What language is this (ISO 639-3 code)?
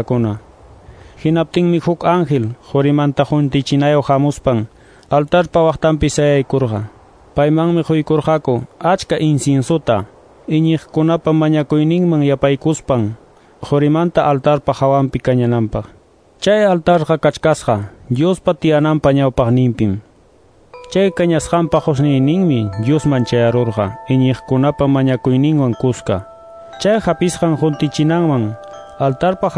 que